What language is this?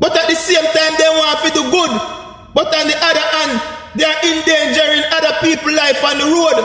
Jamaican Creole English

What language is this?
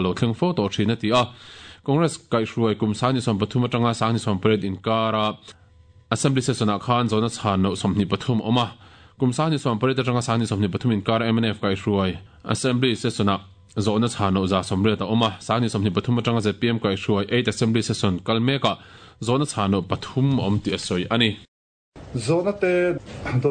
Mizo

